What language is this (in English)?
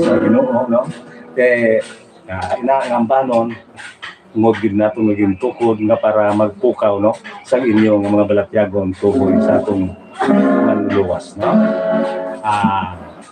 Hiligaynon